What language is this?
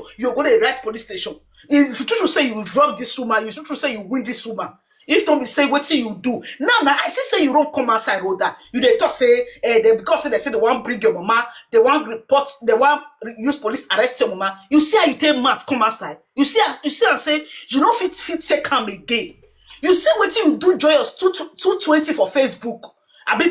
Nigerian Pidgin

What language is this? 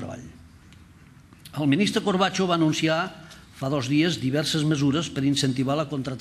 Catalan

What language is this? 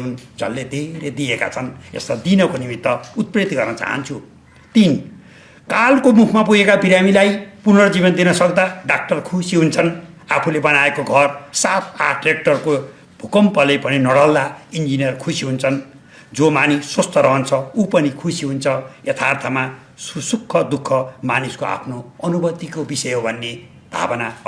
Nepali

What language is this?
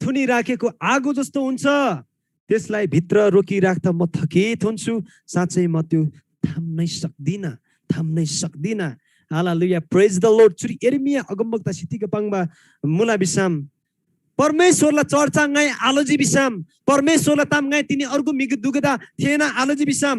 Eastern Tamang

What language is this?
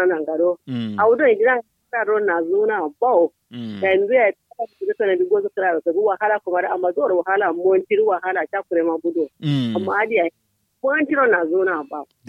Kanuri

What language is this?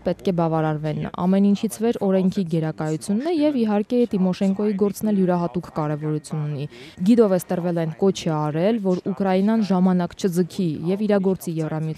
Armenian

